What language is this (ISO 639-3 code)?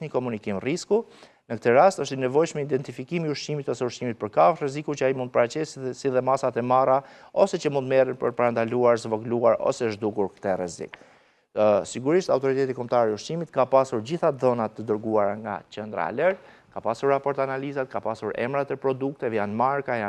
sqi